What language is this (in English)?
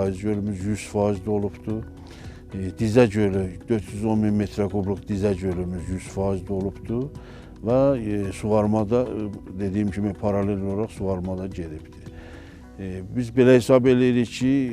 Azerbaijani